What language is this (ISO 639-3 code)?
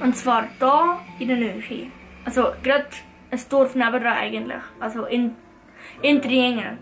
gsw